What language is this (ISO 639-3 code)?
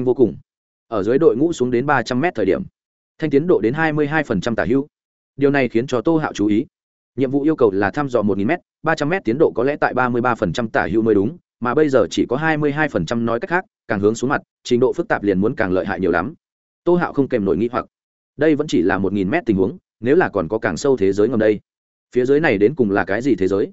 vie